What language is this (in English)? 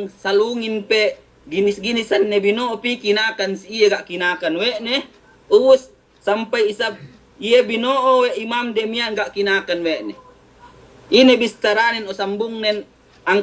Yakan